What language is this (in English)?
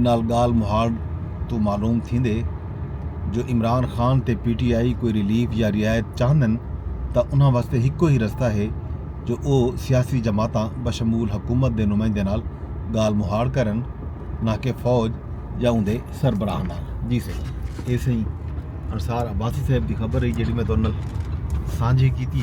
Saraiki